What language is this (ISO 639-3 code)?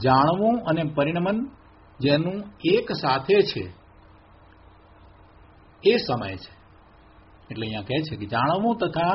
guj